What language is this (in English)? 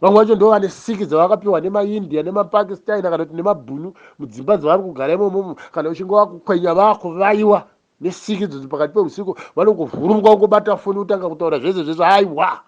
Shona